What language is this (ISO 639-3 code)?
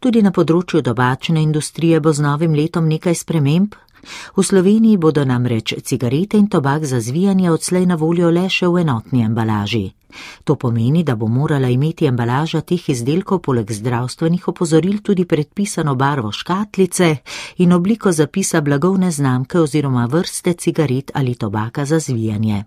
slv